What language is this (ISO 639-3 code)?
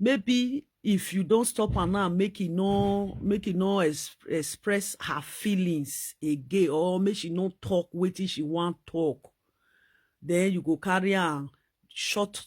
pcm